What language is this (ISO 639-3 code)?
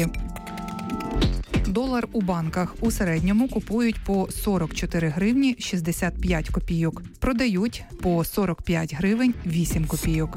ukr